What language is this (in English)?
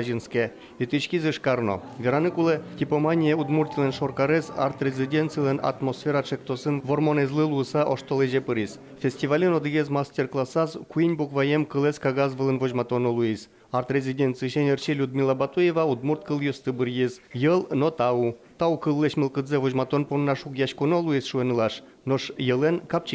Udmurt